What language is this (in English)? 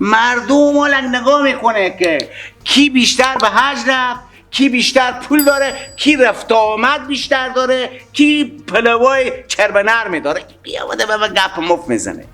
Persian